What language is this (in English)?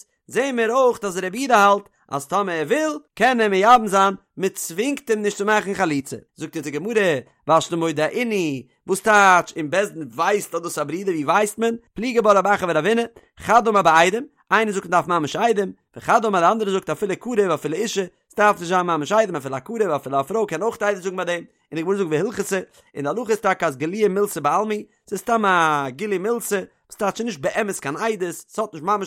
Yiddish